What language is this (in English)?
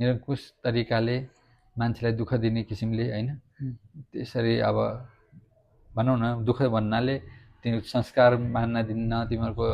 Nepali